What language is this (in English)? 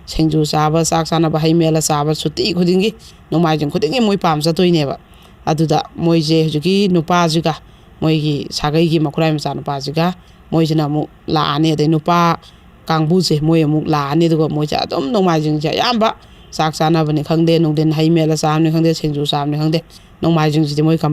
Manipuri